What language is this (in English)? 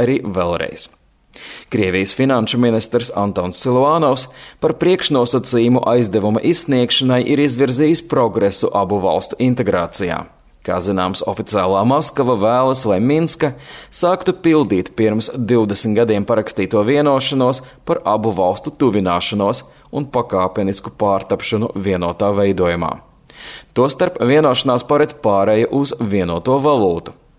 Latvian